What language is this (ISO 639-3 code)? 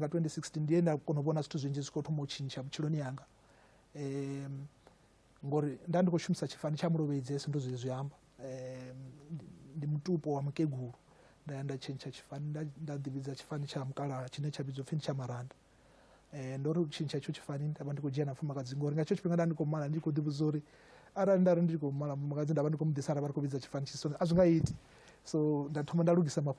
ven